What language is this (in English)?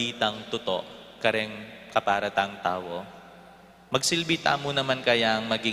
Pampanga